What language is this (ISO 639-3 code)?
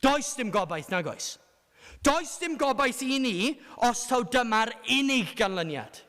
cym